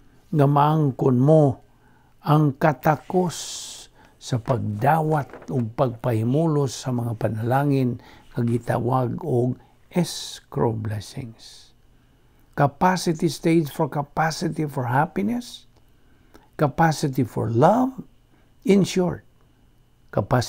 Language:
Cebuano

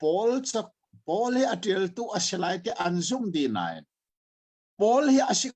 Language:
Hakha Chin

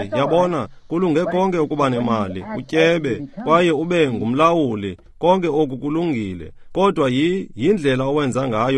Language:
Xhosa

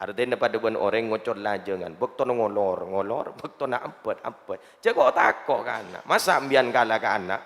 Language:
Madurese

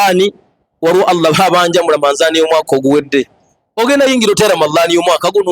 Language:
Ganda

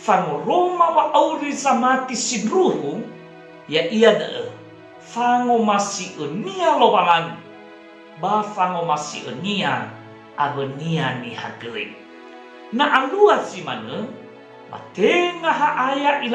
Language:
Nias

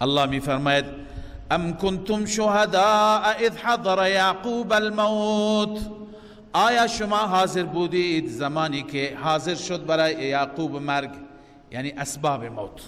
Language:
Persian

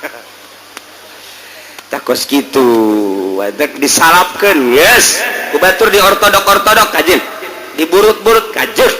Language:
Sundanese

